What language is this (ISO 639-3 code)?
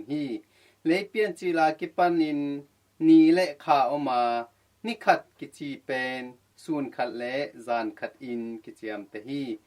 ctd